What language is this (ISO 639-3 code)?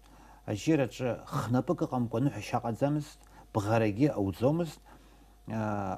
abk